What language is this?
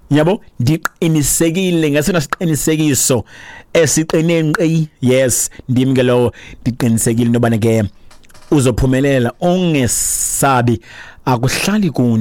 Xhosa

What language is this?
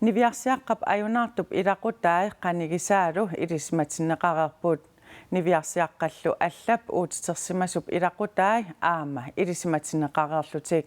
Kalaallisut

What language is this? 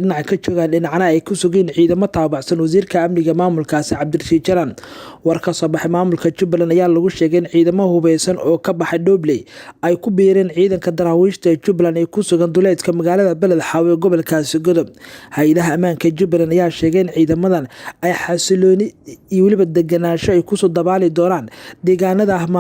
Somali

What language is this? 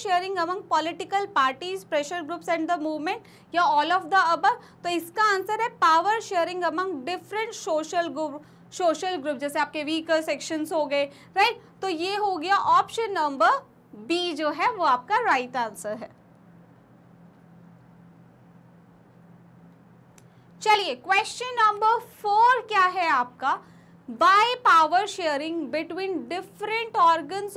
Hindi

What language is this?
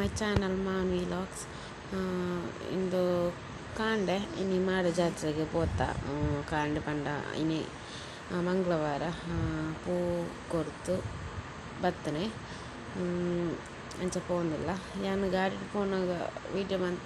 Tulu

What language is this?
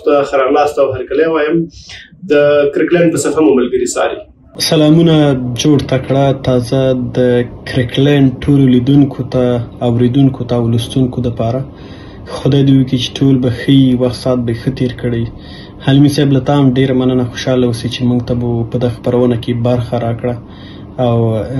Pashto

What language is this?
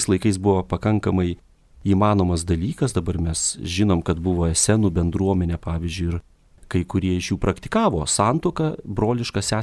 Lithuanian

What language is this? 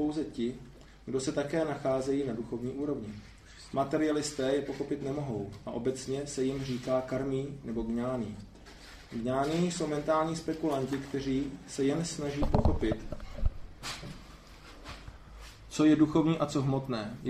Czech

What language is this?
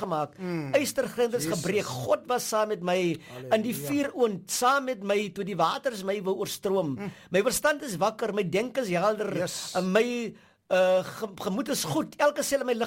Afrikaans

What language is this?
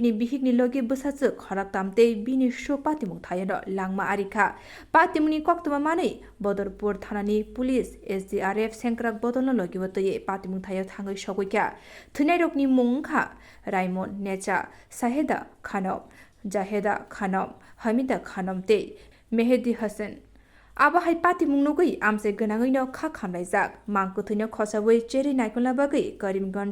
Kok Borok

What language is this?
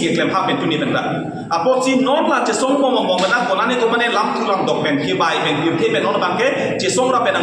Karbi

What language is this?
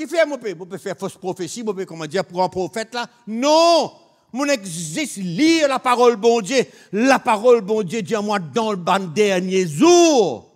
Morisyen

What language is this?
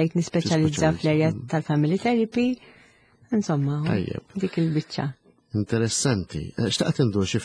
Maltese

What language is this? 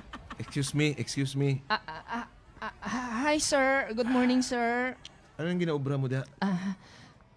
Hiligaynon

